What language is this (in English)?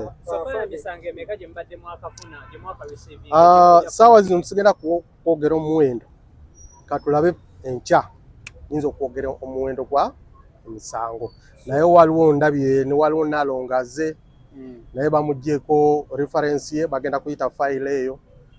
Ganda